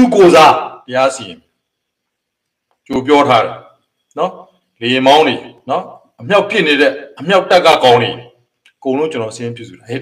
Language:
Burmese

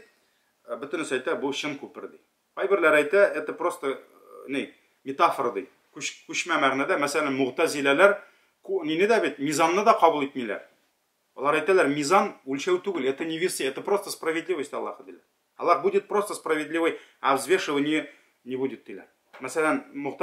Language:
Tatar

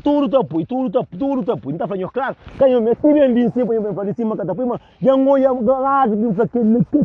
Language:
Kabuverdianu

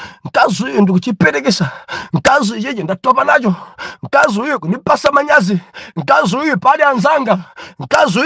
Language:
Nyanja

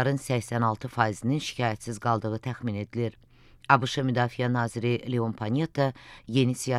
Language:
Azerbaijani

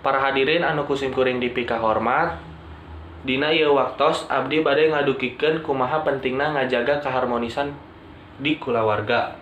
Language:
Sundanese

